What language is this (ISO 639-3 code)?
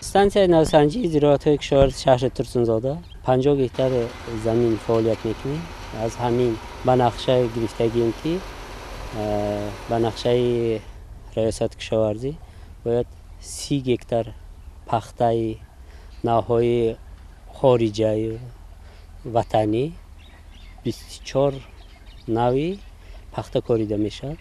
tgk